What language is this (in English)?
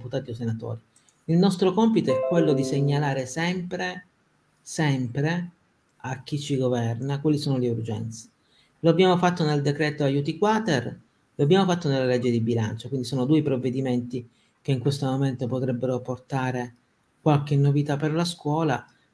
Italian